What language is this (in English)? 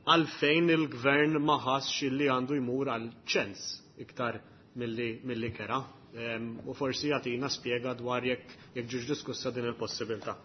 Maltese